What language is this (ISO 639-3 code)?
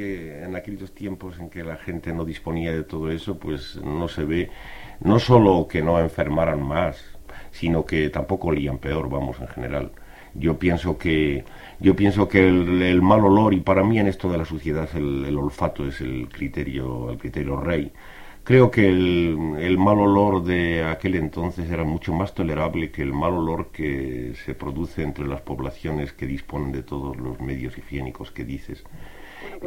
spa